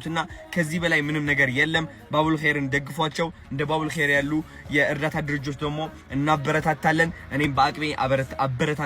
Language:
Amharic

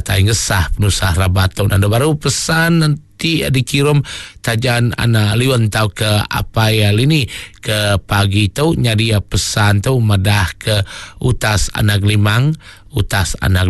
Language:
Iban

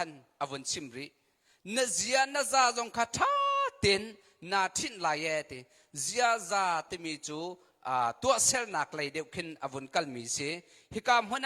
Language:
Hakha Chin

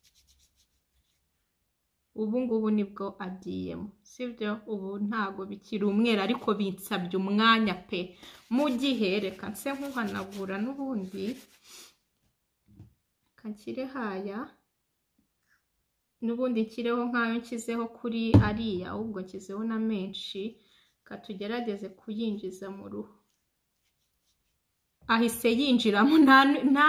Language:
Kinyarwanda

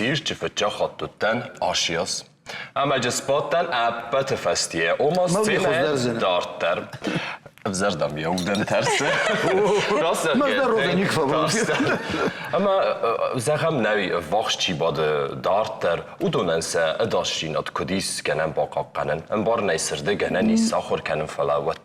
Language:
Ossetic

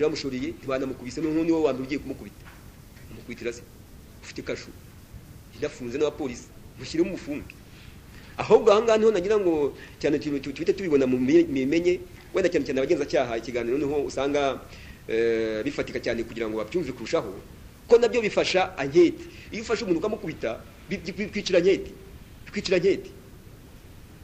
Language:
Kinyarwanda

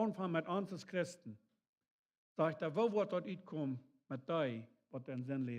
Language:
Plautdietsch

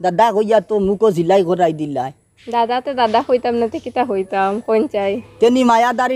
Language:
Sylheti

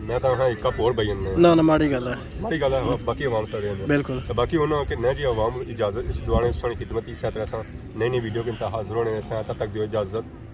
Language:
Pahari-Potwari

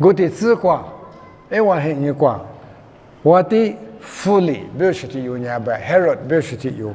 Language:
Lisu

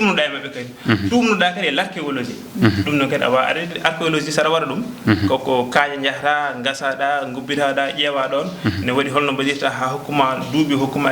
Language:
Fula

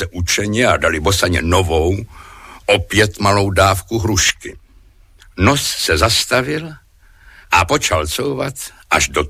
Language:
Czech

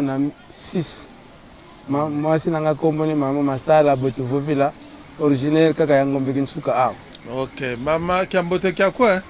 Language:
Lingala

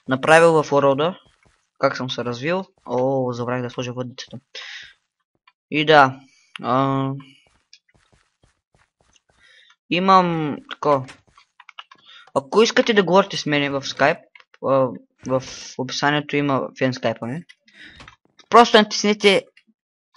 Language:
Bulgarian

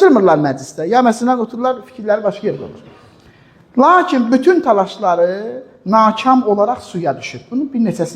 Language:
Azerbaijani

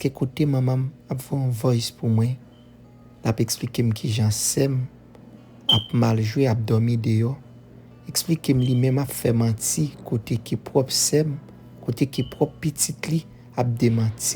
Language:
Haitian Creole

